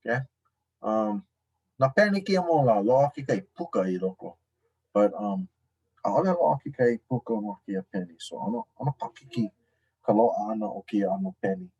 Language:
Hawaiian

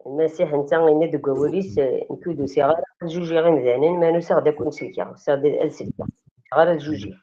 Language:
Kabyle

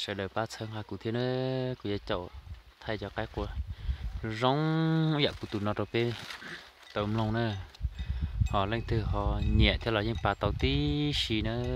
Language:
Hmong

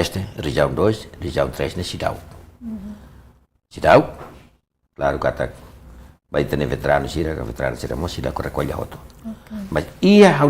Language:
Tetum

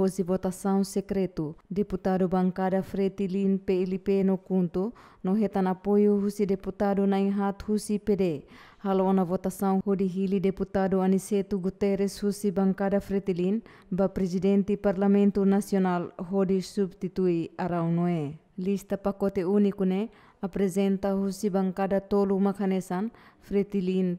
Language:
Tetum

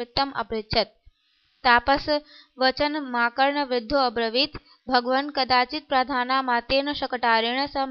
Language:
Sanskrit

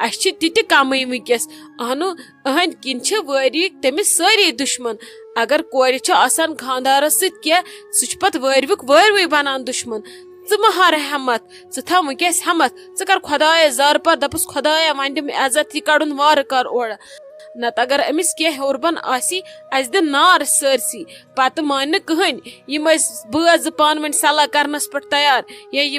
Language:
Kashmiri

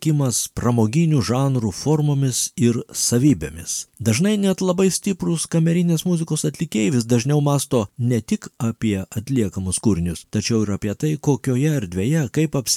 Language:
Lithuanian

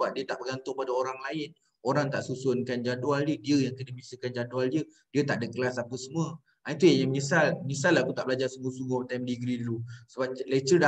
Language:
Malay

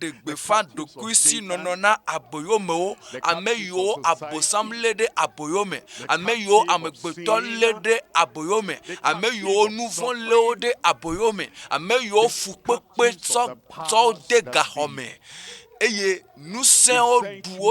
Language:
Ewe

